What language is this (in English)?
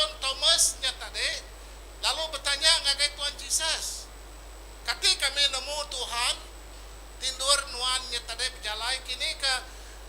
Iban